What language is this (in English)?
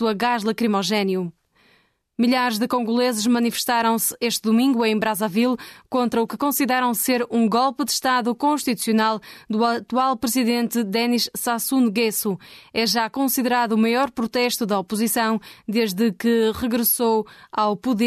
Portuguese